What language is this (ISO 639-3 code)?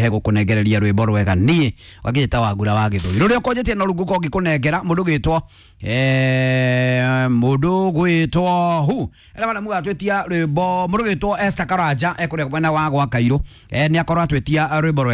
kik